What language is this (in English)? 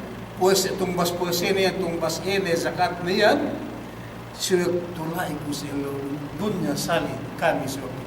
Yakan